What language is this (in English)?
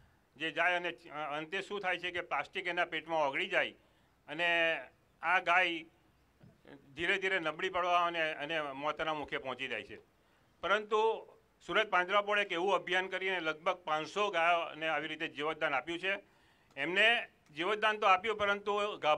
Gujarati